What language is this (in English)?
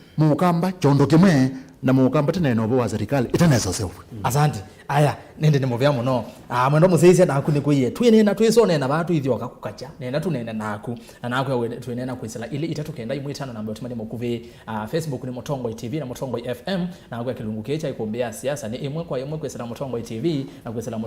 Kamba